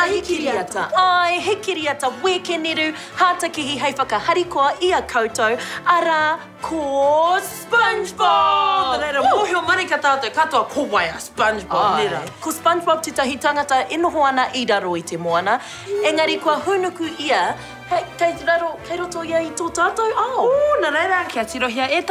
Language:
Māori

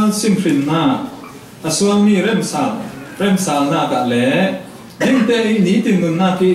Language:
Falam Chin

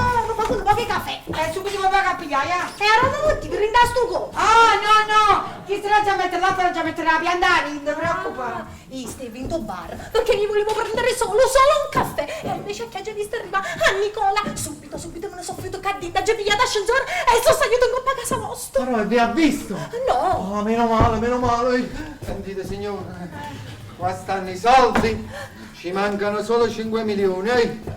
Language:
Neapolitan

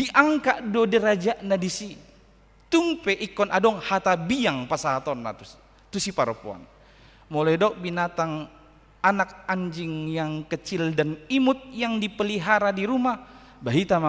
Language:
Batak Toba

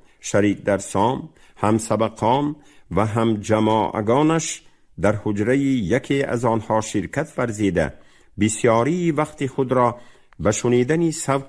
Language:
Tajik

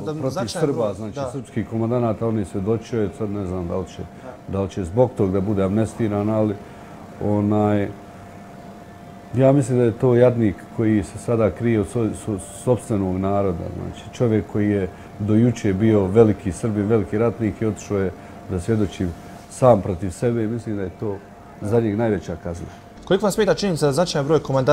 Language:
Bosnian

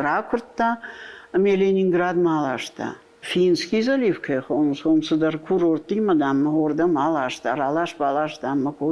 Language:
Ossetic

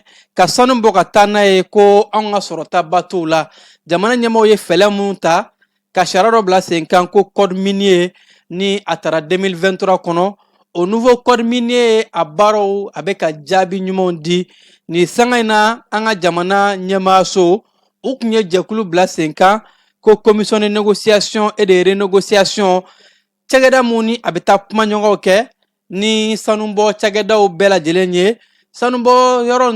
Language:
Bambara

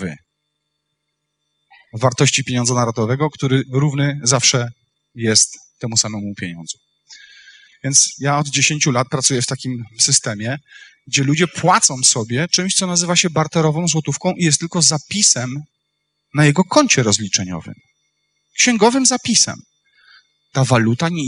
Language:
Polish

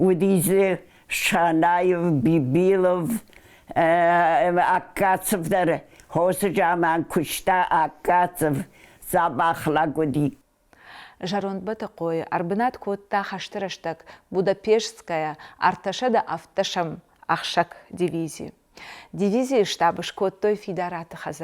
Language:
Ossetic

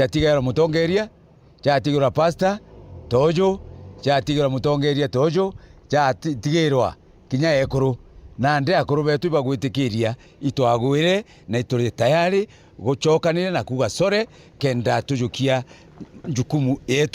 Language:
Meru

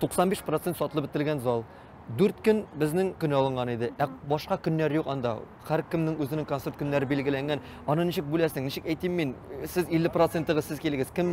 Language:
Tatar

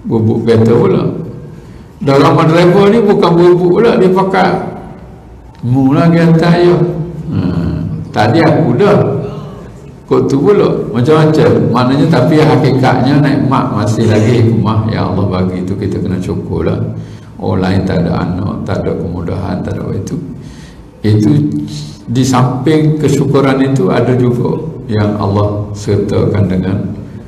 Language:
Malay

